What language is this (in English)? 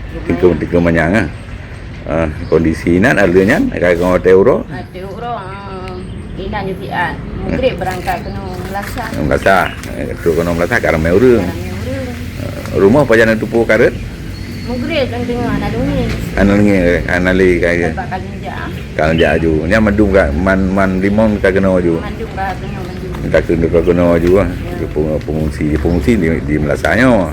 Achinese